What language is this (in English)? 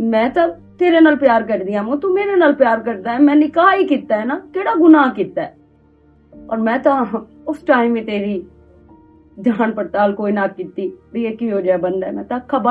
Western Panjabi